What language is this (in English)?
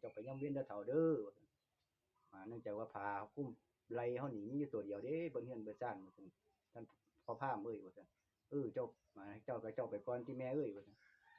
Northeastern Thai